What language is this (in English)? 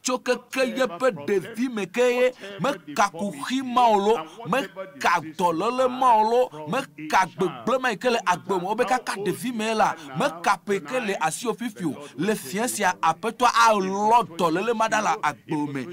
Ewe